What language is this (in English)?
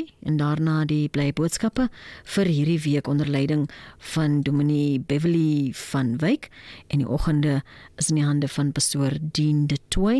Afrikaans